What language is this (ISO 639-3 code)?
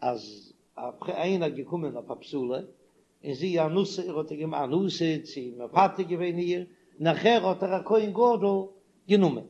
yid